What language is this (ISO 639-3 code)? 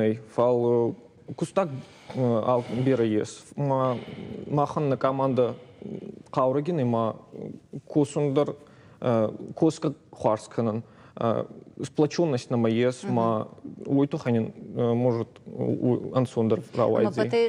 oss